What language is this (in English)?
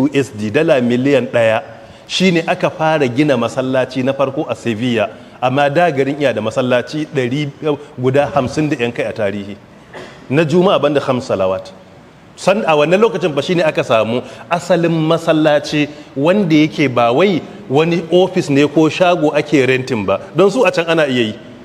Hausa